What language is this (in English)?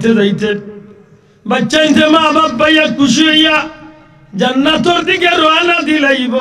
Sylheti